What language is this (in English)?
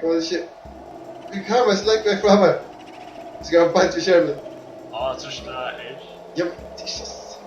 Faroese